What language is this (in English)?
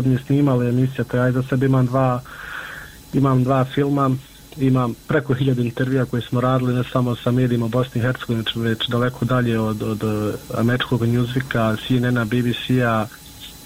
Bosnian